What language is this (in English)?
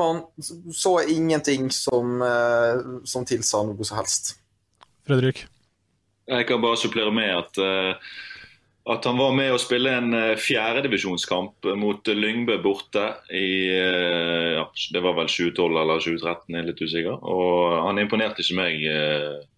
Norwegian